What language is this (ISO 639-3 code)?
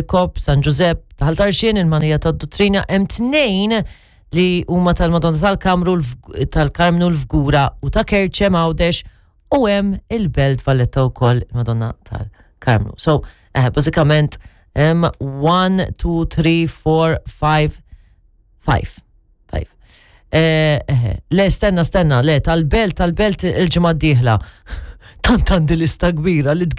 mlt